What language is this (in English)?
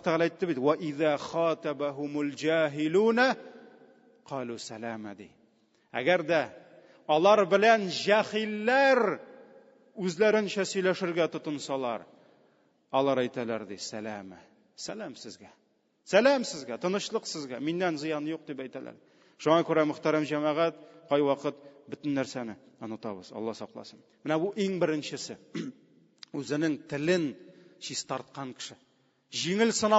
Tatar